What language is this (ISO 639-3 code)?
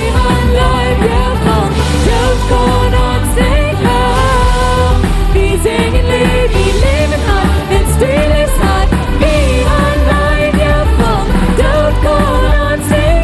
pdt